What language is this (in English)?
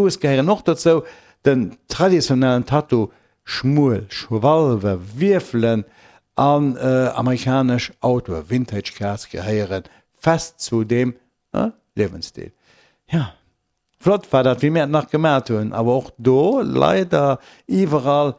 Luxembourgish